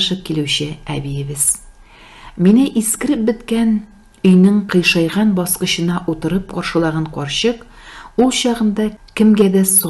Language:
Tatar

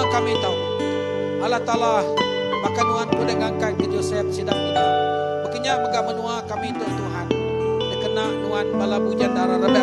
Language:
Iban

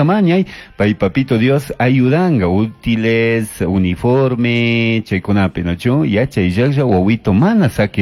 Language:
Chimborazo Highland Quichua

